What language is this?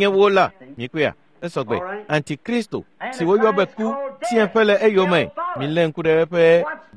Ewe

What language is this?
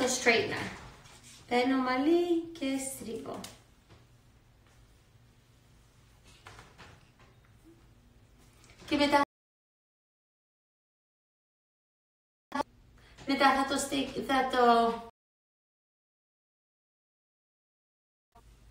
Greek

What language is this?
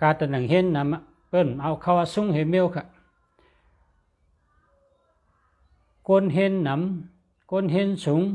Shan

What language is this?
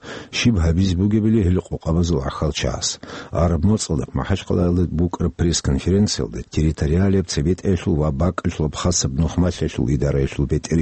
Avaric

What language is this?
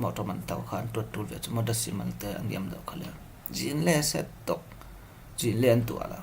Falam Chin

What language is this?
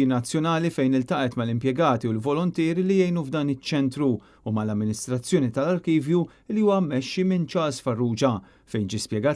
Maltese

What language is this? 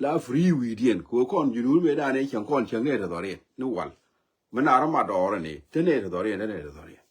Nuer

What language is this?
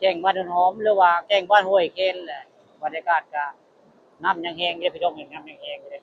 Northeastern Thai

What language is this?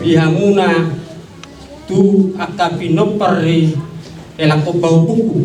Batak Toba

